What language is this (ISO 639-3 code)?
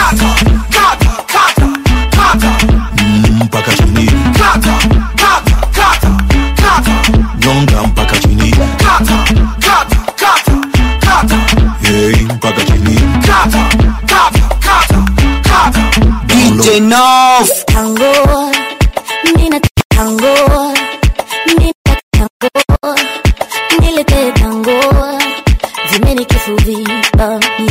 swa